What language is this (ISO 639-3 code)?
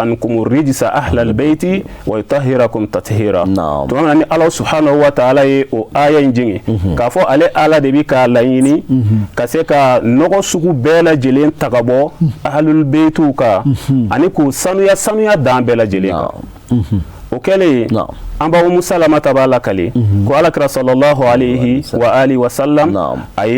bam